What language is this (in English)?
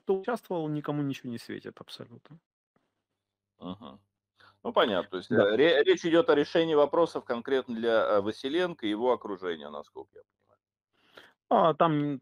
Russian